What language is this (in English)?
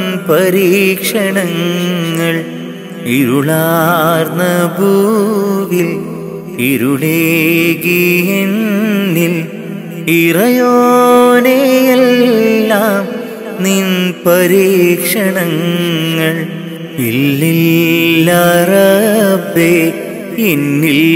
Malayalam